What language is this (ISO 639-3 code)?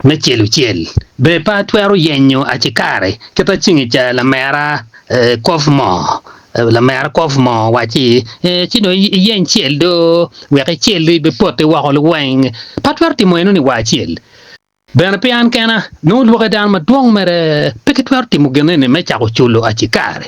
ach